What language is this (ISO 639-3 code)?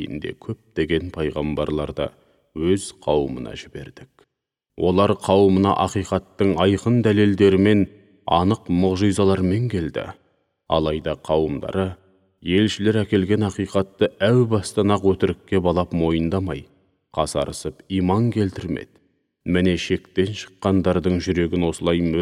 kaz